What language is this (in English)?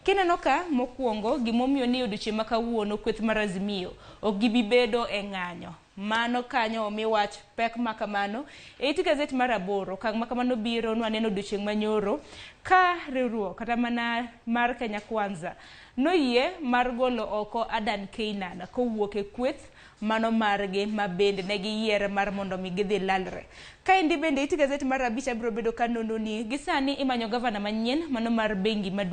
Luo (Kenya and Tanzania)